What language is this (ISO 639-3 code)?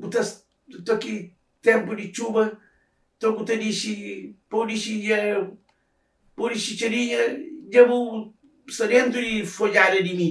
kea